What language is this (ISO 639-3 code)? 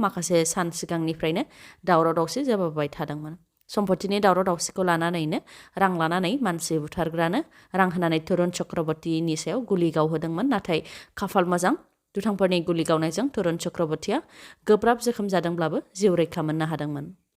brx